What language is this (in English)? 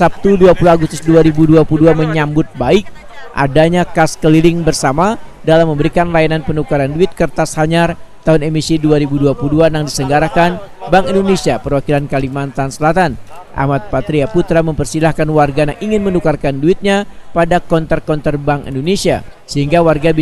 Banjar